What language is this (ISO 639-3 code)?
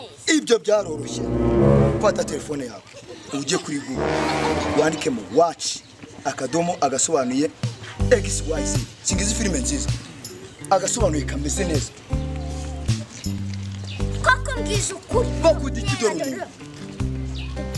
kin